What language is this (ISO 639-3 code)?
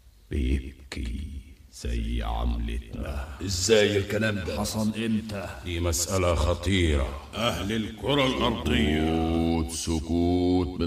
arz